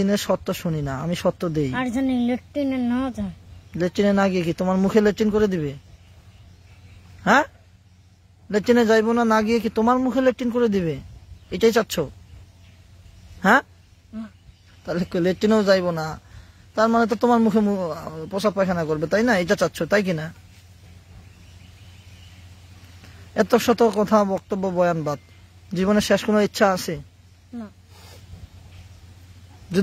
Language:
Bangla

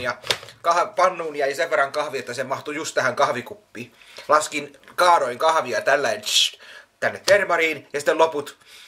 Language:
Finnish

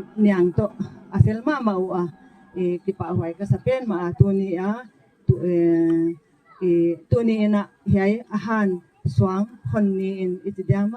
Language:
Gangte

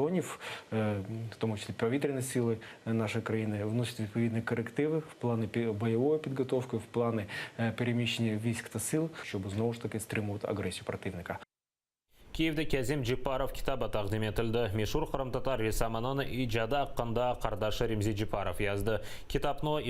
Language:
Crimean Tatar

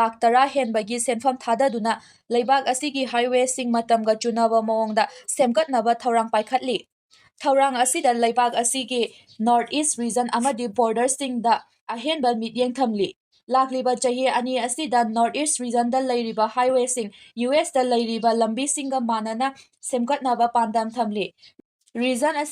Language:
Manipuri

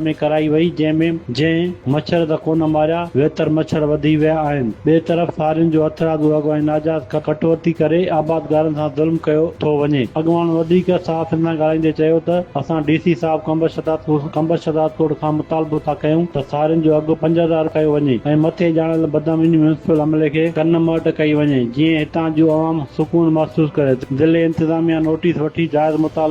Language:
Sindhi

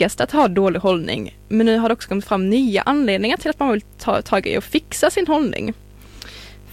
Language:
Swedish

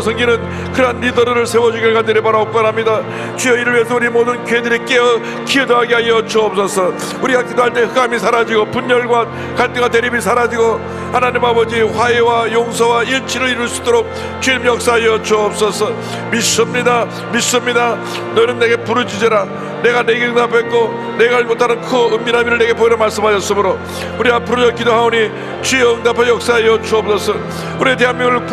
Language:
Korean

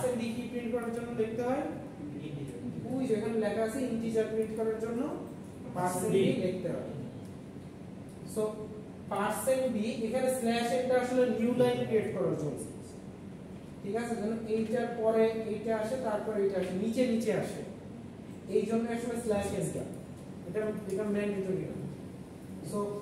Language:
Bangla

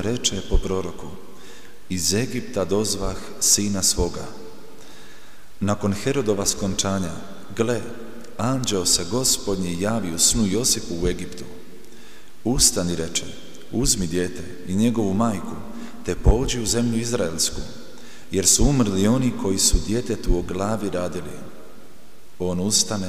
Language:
Croatian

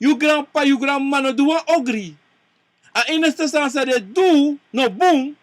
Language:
Sranan Tongo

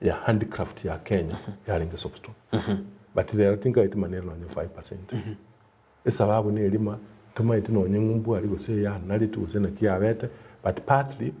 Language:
Gusii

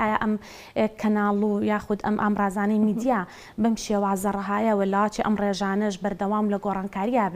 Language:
Central Kurdish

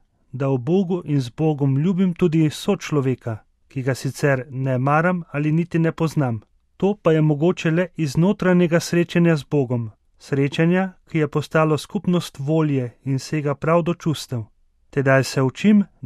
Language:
Slovenian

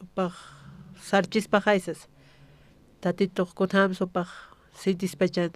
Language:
Aymara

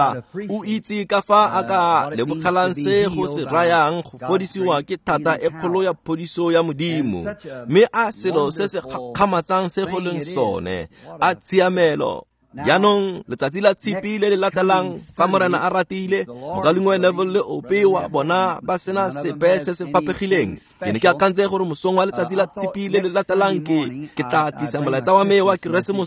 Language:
Tswana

